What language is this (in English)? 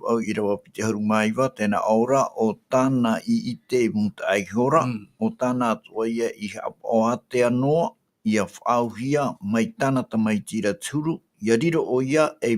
Tahitian